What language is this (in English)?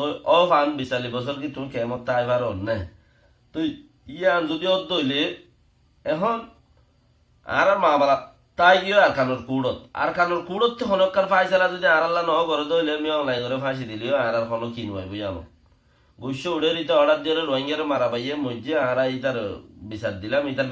Rohingya